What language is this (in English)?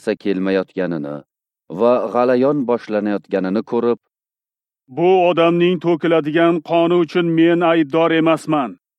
Uzbek